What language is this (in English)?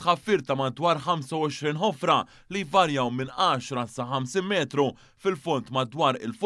Maltese